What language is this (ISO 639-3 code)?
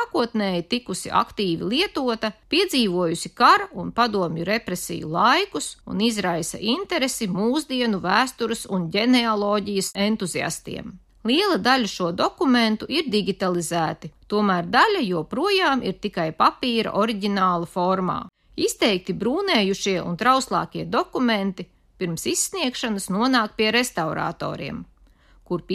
lav